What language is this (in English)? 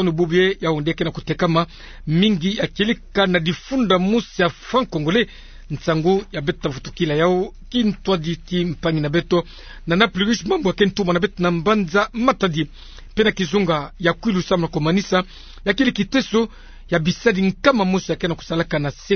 Kituba (Democratic Republic of Congo)